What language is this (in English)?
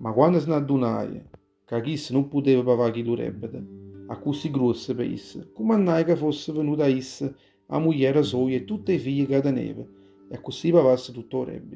Neapolitan